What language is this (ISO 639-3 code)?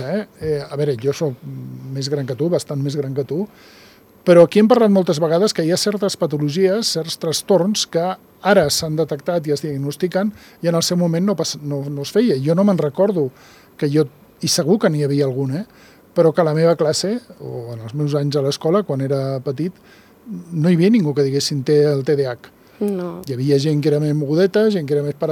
cat